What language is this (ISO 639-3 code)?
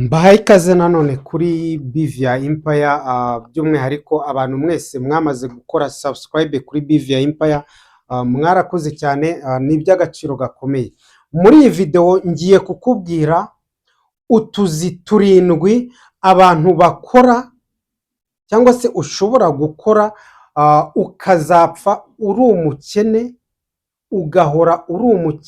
kin